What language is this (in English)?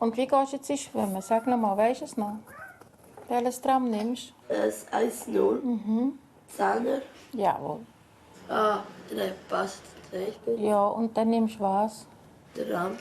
Swiss German